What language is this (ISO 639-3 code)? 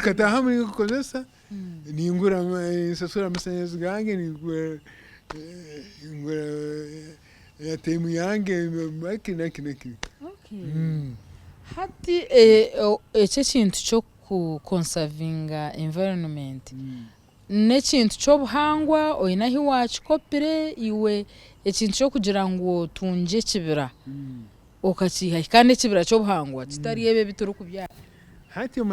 nyn